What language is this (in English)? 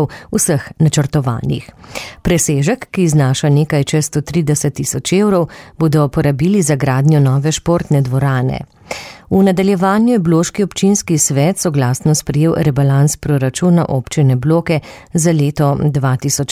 Slovenian